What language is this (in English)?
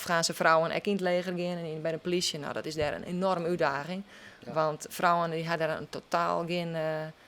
Western Frisian